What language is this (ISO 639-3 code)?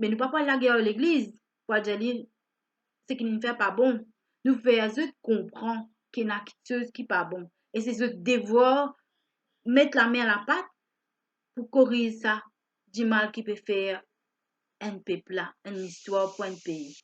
mfe